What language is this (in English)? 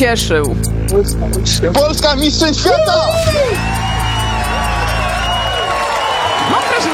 Polish